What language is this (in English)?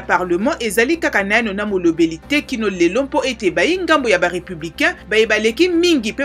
Lingala